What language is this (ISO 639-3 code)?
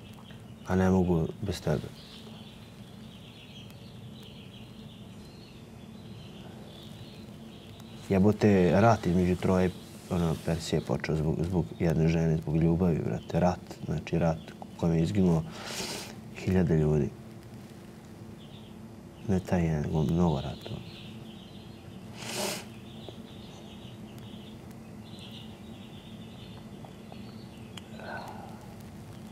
srp